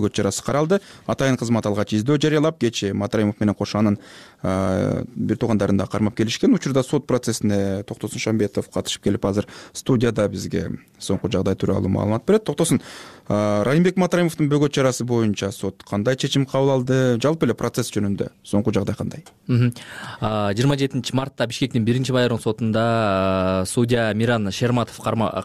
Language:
Kyrgyz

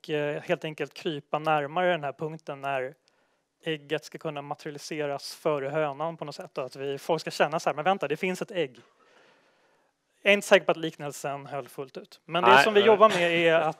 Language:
Swedish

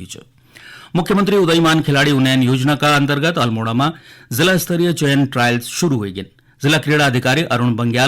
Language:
Garhwali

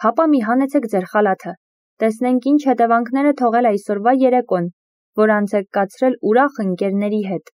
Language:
Armenian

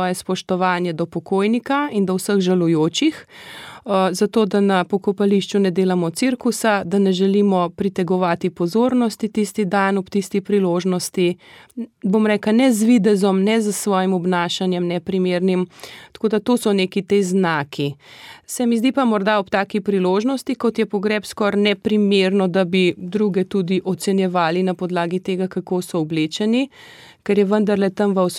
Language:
Slovenian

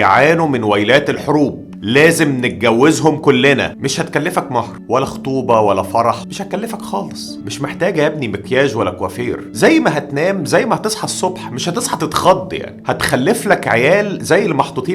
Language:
Egyptian Arabic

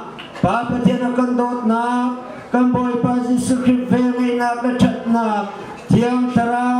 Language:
Hakha Chin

